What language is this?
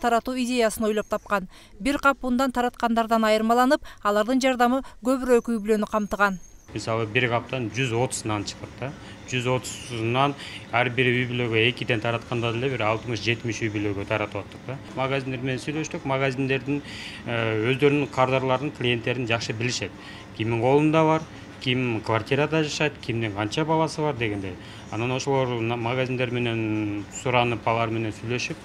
Kyrgyz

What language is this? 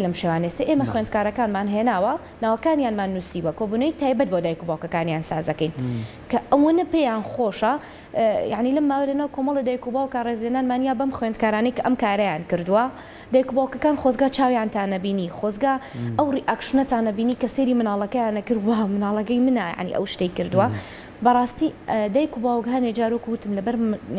Central Kurdish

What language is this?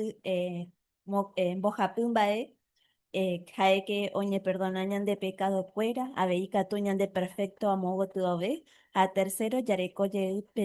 Guarani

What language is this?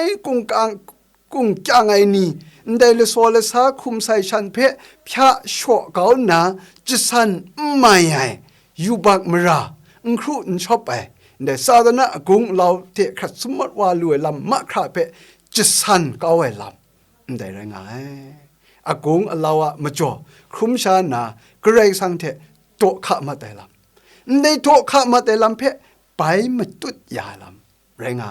Kachin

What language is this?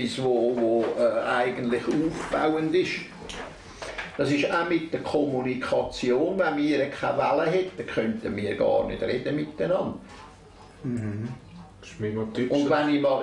German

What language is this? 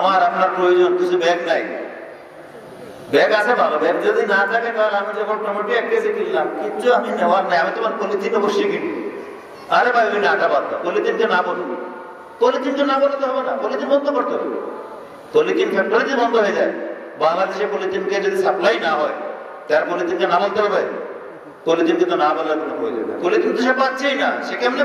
Bangla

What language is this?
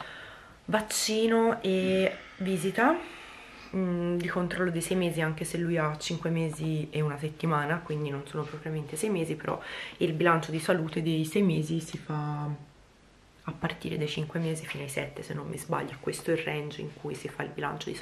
Italian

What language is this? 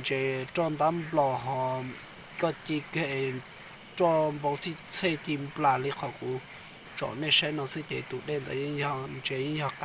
Hmong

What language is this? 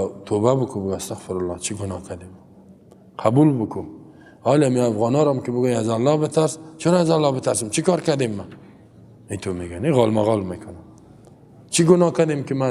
Persian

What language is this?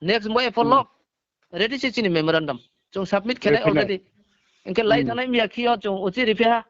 Riang (India)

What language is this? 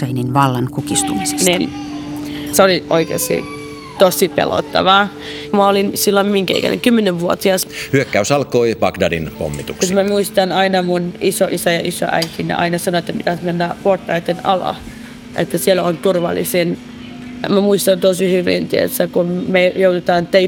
Finnish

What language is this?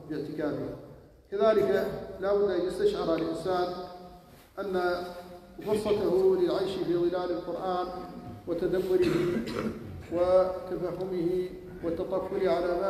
Arabic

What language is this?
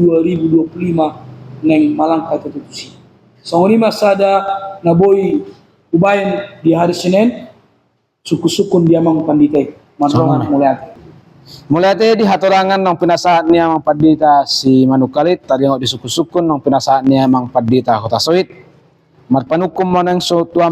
Batak Toba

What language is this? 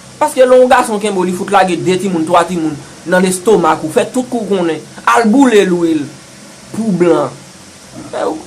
Haitian Creole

